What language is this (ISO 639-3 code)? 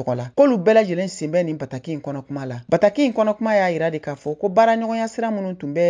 bam